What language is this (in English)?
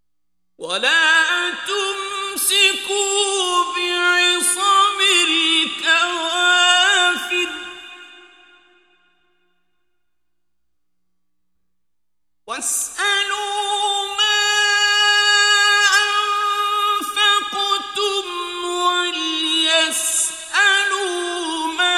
Arabic